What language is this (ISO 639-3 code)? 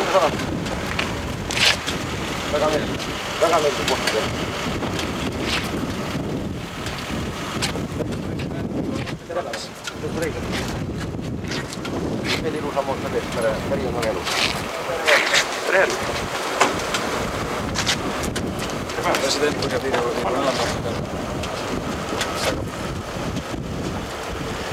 est